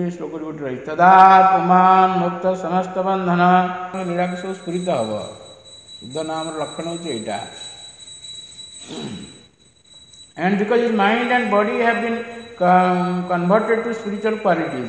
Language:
Odia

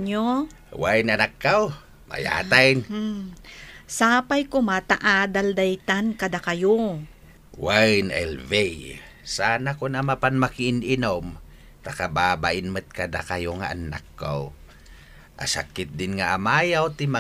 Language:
Iloko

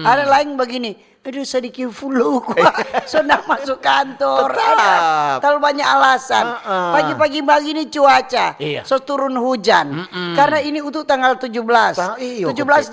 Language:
Manado Malay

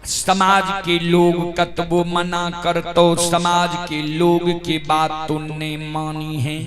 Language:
Maithili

